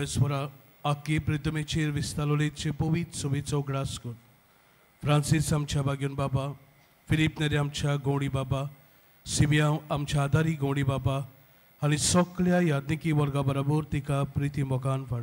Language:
Konkani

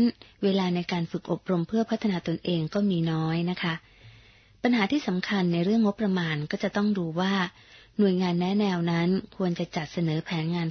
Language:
Thai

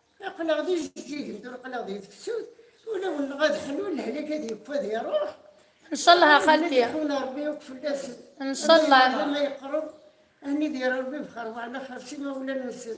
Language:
Kabyle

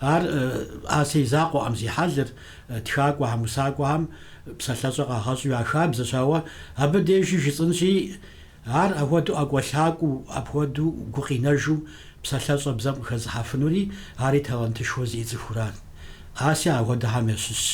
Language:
Kabardian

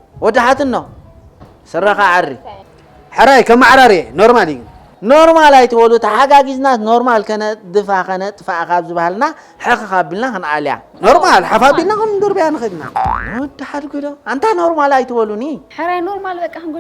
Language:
Tigrinya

